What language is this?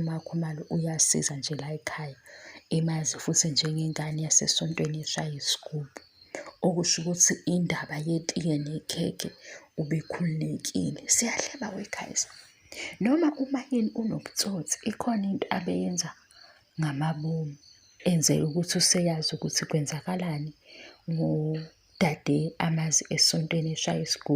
Zulu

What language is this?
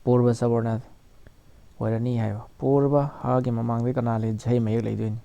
Manipuri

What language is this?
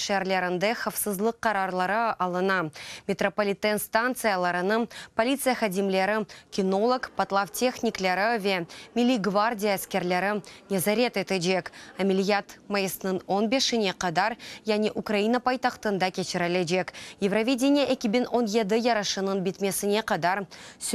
Crimean Tatar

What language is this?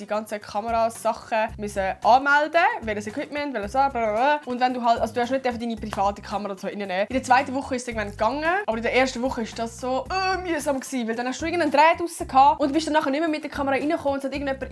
Swiss German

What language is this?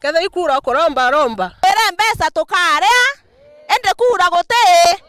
Meru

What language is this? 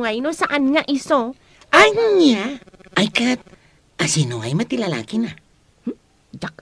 Iloko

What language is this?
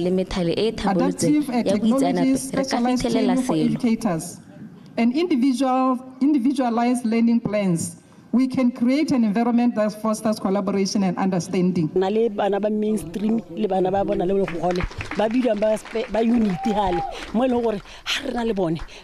Tswana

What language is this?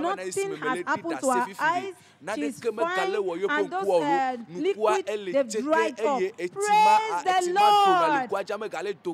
Ewe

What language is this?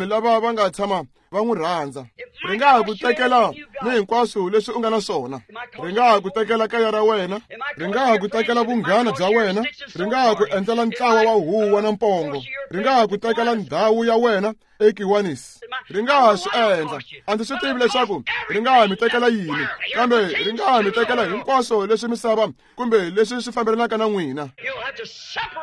Tsonga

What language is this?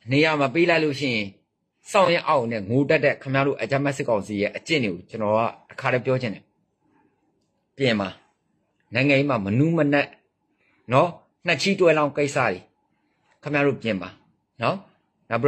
Burmese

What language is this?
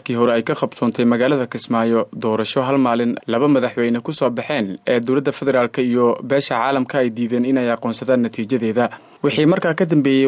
Somali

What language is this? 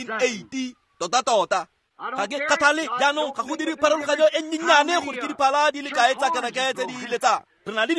Tswana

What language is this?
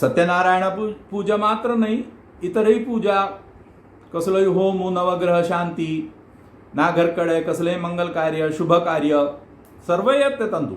Konkani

